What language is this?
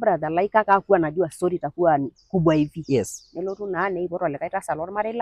Masai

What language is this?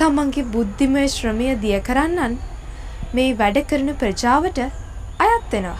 Sinhala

